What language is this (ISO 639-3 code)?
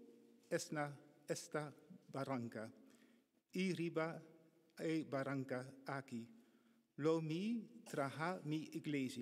pap